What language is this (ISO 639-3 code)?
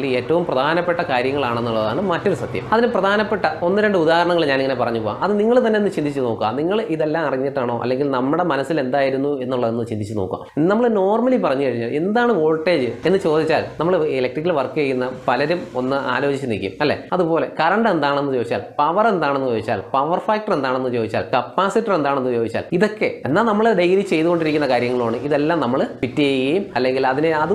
mal